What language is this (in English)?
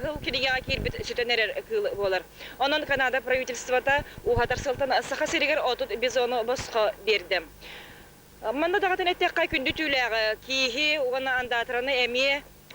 Yakut